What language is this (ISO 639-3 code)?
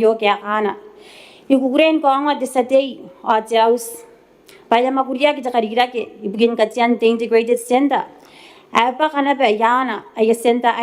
gil